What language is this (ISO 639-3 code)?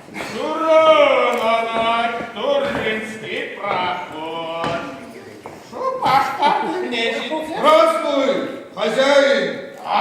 chv